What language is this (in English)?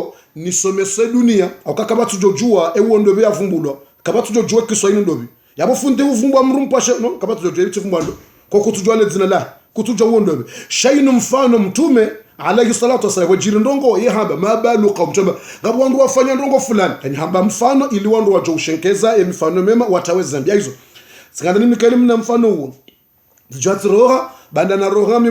Ngazidja Comorian